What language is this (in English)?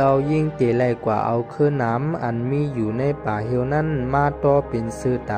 Shan